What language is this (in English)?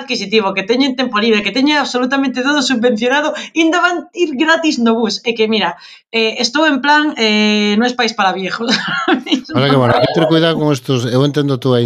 Galician